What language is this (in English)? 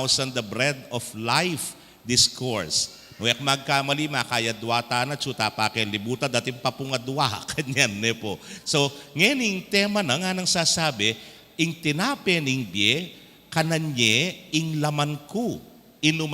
Pampanga